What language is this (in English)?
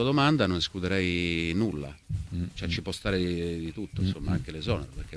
Italian